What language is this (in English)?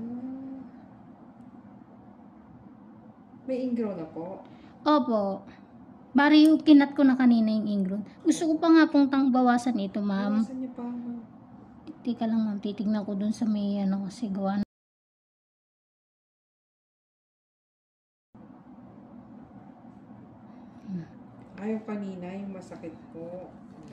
Filipino